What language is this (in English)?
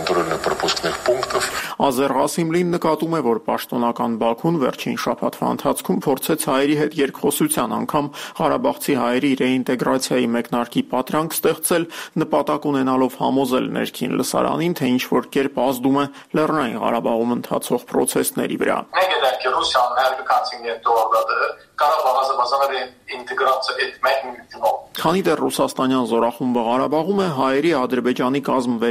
Armenian